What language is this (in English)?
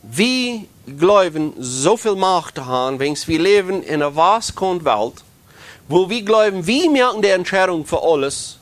Plautdietsch